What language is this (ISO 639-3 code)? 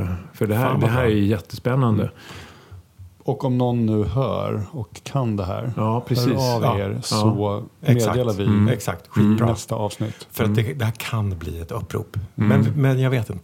swe